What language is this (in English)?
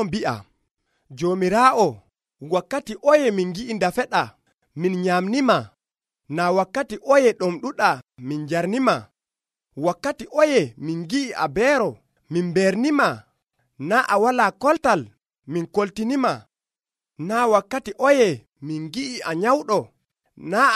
Nigerian Fulfulde